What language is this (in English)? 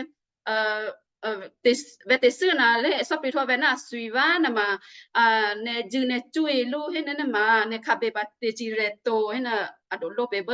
Western Kayah